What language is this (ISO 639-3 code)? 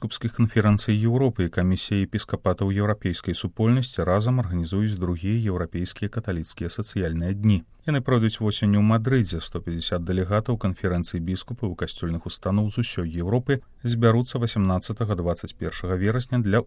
bel